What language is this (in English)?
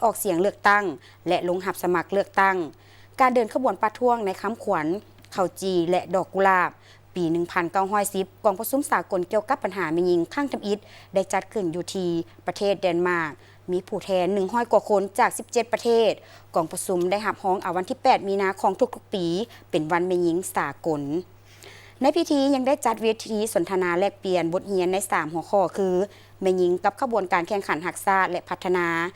Lao